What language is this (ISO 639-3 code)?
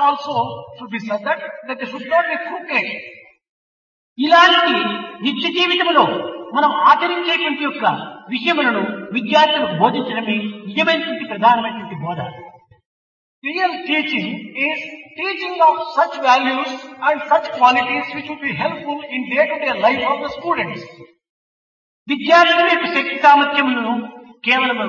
tel